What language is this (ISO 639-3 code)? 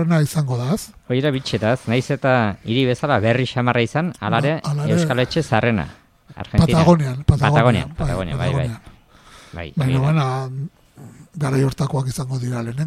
eus